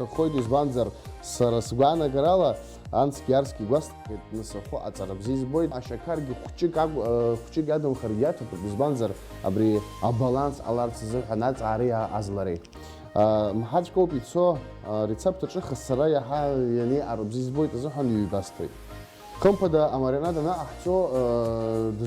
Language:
Abkhazian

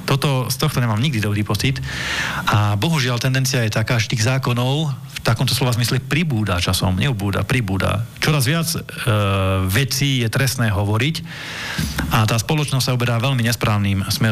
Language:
Slovak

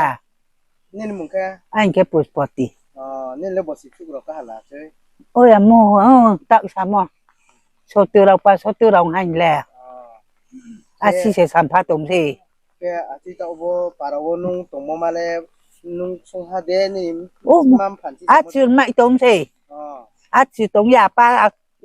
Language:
Riang (India)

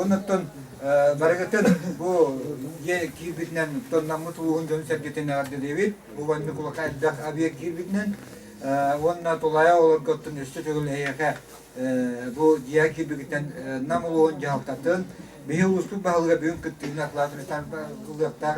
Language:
Yakut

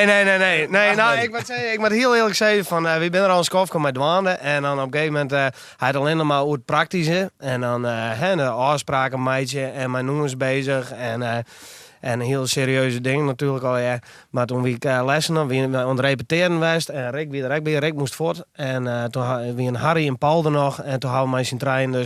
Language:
Western Frisian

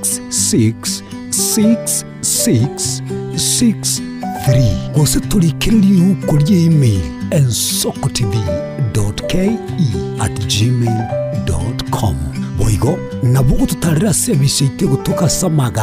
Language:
Gusii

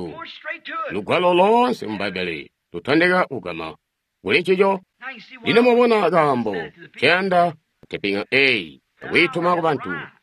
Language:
Tonga (Zambia)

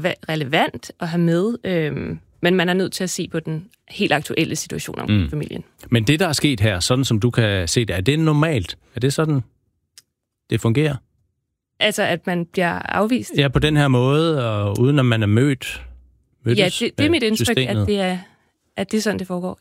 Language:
Danish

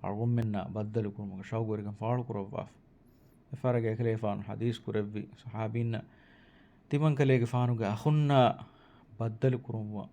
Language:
Divehi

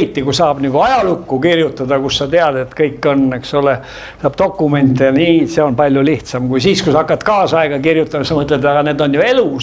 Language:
Estonian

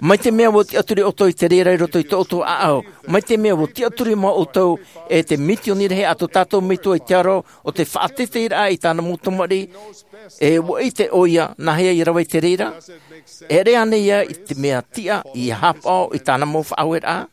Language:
Tahitian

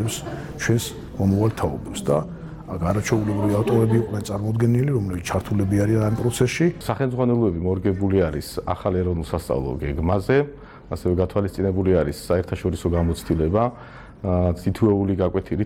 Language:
Georgian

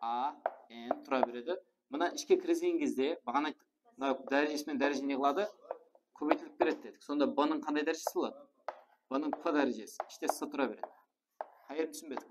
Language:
Kara-Kalpak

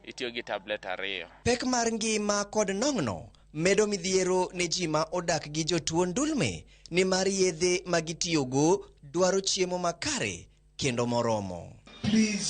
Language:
Luo (Kenya and Tanzania)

